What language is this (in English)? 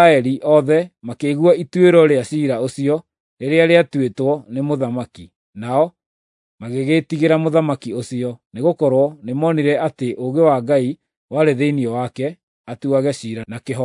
Kikuyu